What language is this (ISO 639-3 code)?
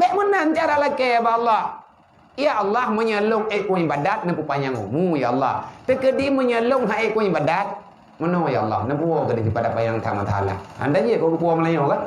ace